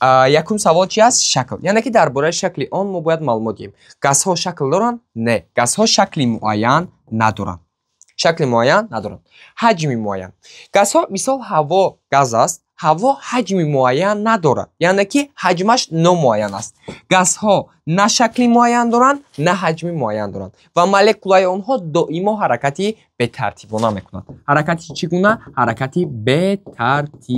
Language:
Tajik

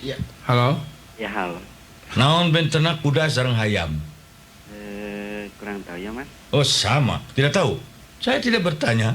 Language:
Sundanese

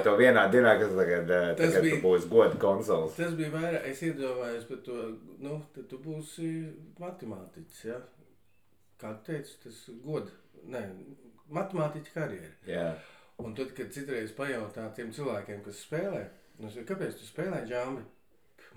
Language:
Latvian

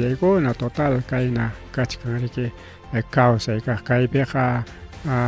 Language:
Ayacucho Quechua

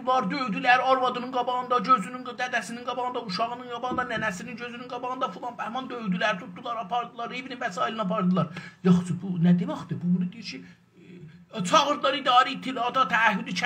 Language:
South Azerbaijani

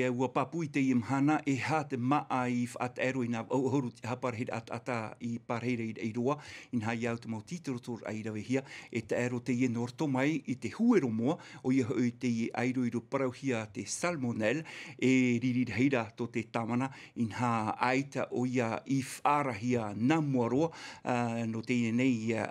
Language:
Tahitian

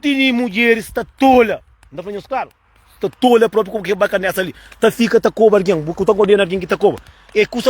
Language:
Kabuverdianu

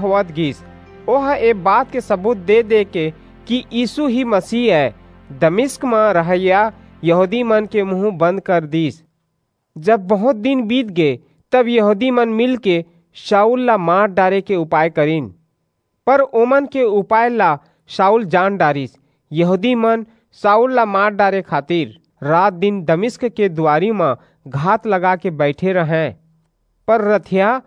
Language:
Chhattisgarhi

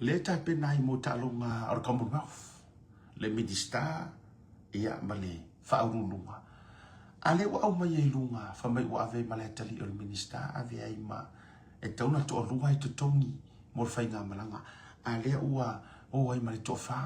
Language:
Samoan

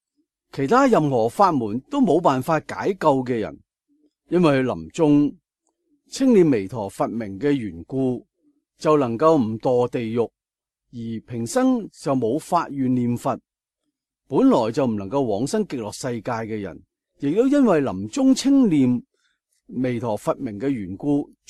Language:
Cantonese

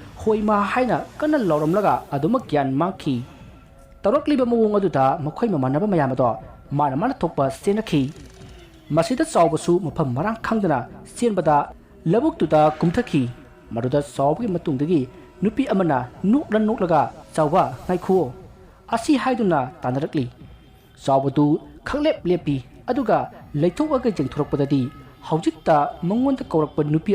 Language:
Manipuri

